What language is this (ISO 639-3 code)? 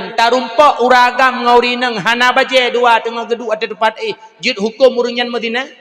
ace